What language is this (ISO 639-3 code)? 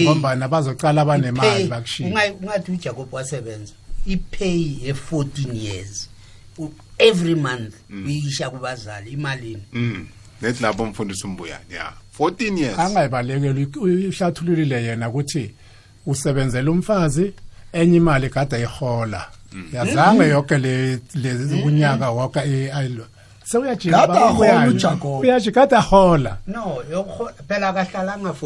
nbl